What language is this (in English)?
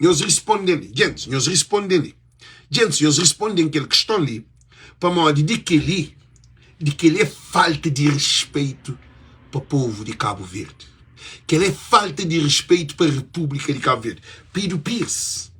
Kabuverdianu